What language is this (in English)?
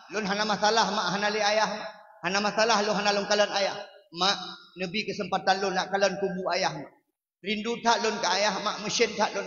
Achinese